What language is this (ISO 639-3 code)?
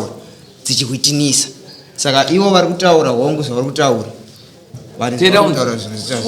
sna